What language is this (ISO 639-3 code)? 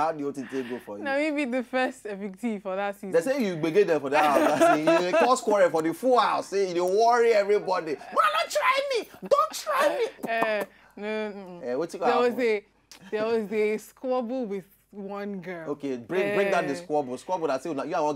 pcm